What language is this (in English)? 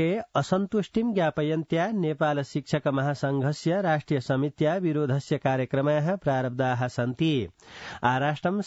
Sanskrit